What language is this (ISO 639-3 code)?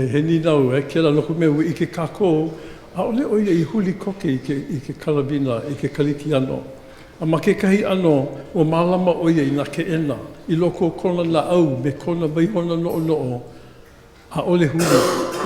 haw